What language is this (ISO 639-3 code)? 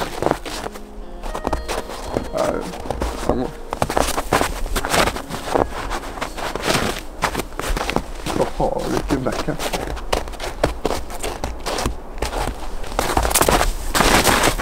nor